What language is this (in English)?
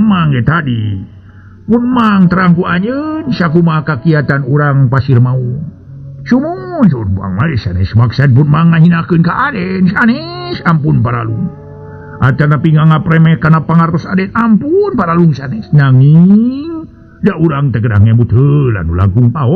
Sundanese